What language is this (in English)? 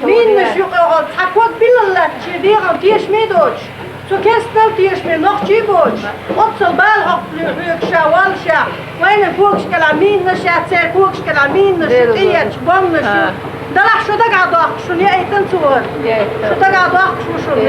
Chechen